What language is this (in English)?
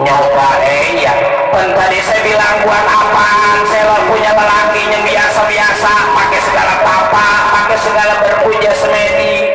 Betawi